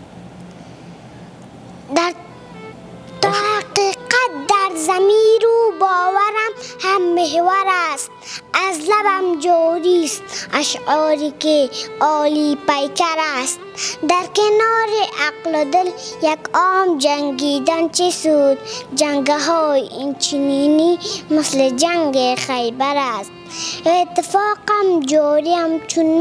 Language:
Persian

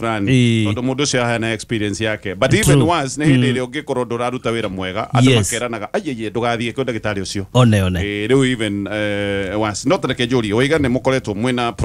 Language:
Kikuyu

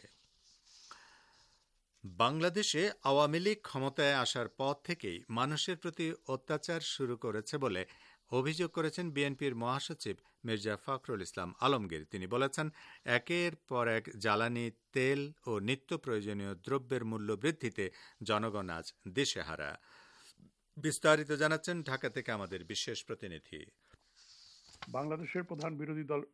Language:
Bangla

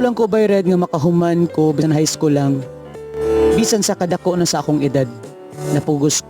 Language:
Cebuano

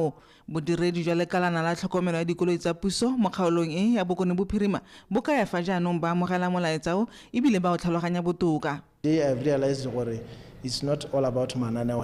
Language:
Tswana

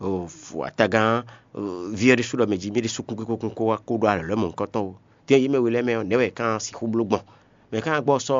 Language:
Fon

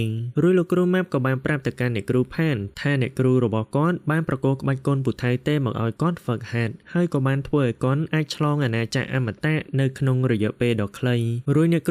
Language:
Khmer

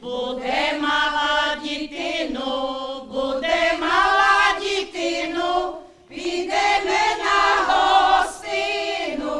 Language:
Rusyn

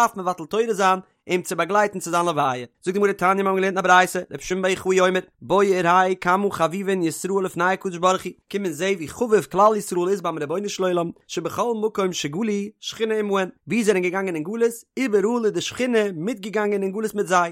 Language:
Yiddish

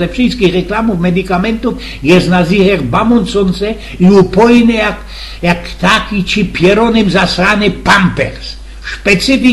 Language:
Silesian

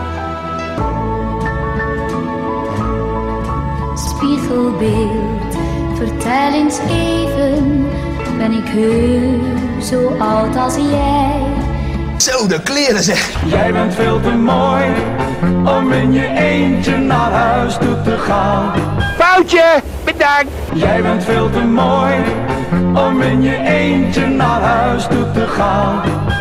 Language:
Dutch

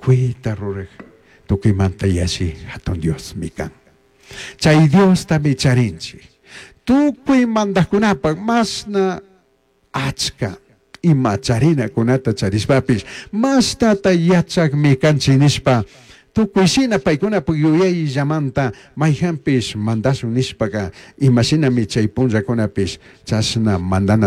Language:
Chimborazo Highland Quichua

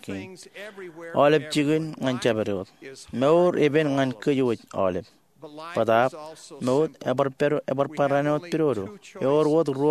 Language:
Marshallese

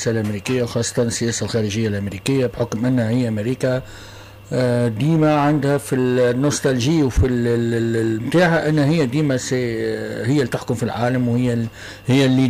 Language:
Tunisian Arabic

